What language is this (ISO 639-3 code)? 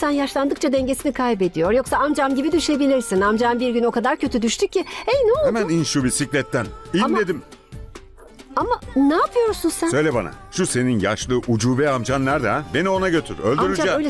tur